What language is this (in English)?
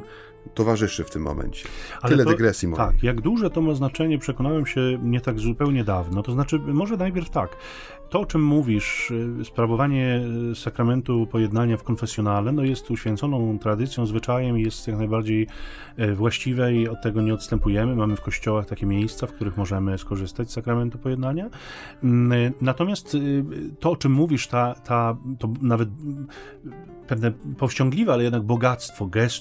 Polish